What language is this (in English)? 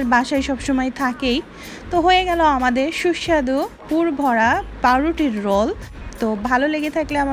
Bangla